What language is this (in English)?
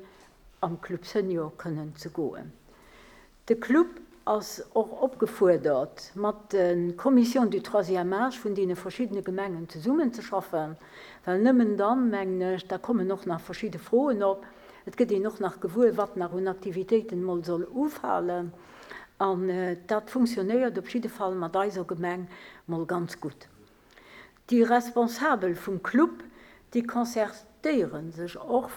Luxembourgish